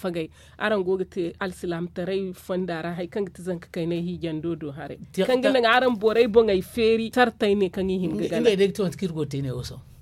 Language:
Zarma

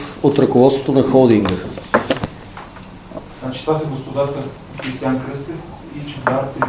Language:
Bulgarian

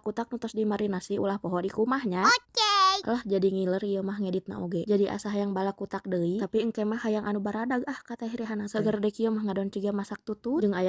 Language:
Sundanese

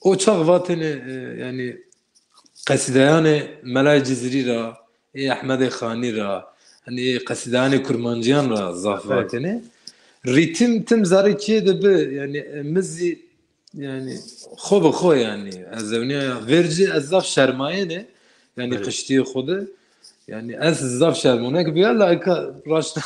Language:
Zaza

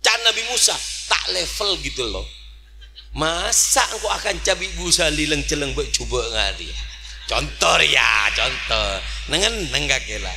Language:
Madurese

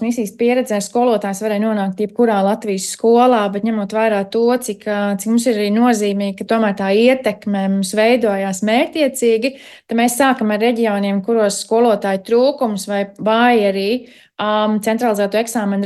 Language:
Latvian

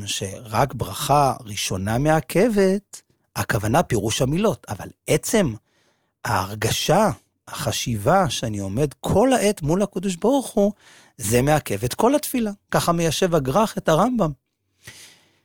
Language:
Hebrew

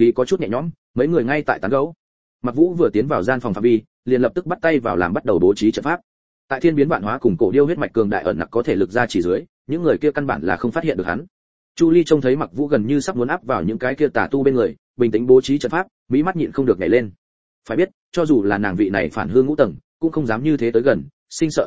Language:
Vietnamese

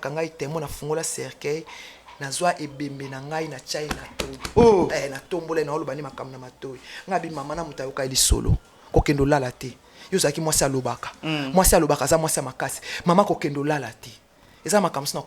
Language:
Lingala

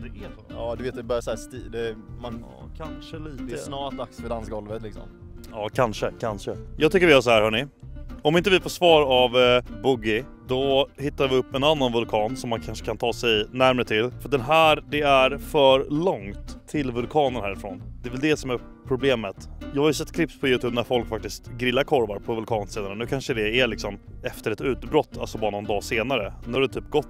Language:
Swedish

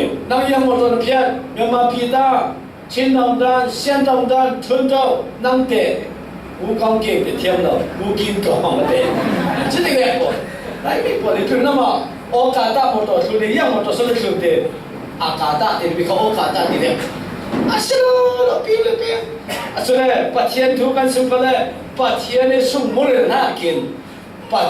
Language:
Falam Chin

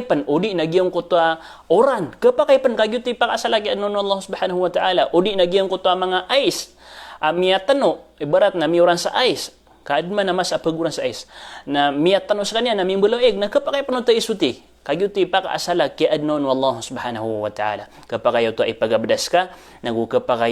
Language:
Maranao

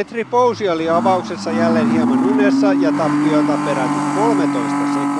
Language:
Finnish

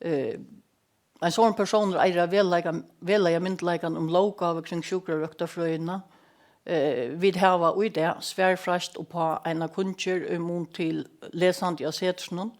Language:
Faroese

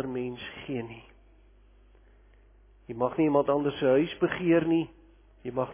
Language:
Afrikaans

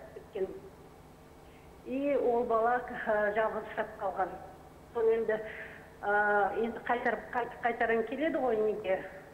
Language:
Kazakh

